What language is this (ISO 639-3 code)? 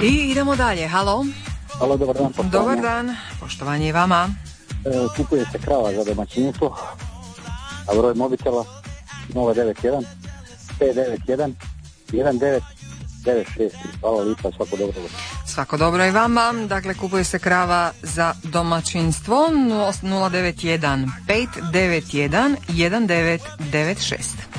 hrv